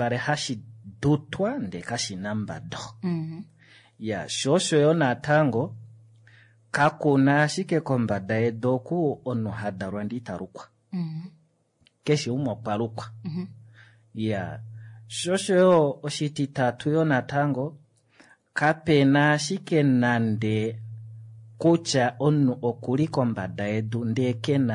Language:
Kuanyama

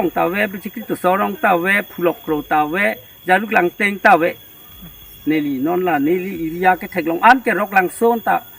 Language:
Karbi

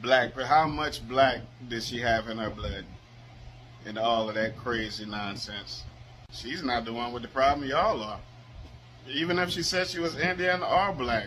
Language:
Jamaican Creole English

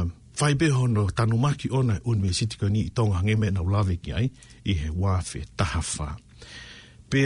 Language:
Tongan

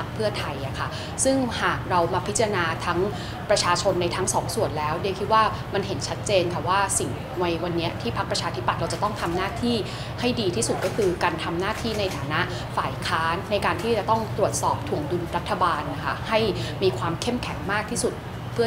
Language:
Thai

